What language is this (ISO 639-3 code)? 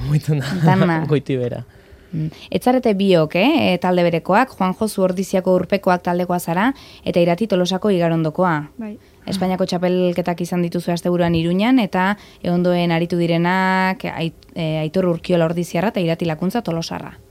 eus